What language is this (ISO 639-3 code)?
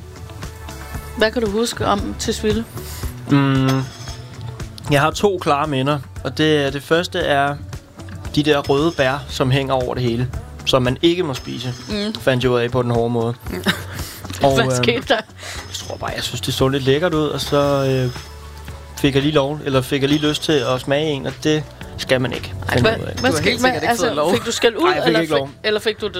dan